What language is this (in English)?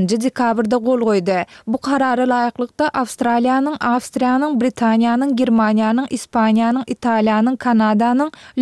Turkmen